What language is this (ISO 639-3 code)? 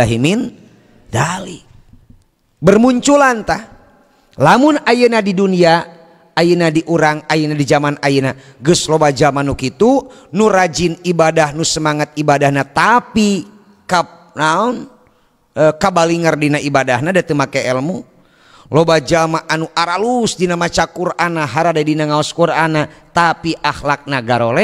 sun